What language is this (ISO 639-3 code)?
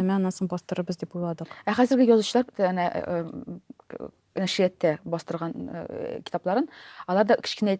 tat